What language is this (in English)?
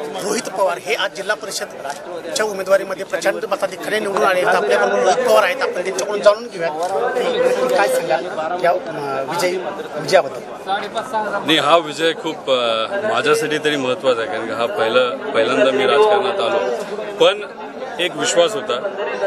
Marathi